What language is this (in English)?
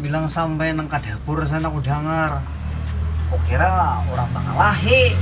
Banjar